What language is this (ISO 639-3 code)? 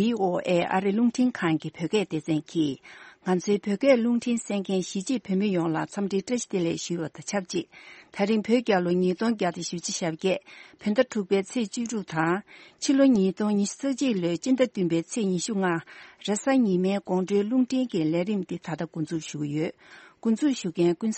bod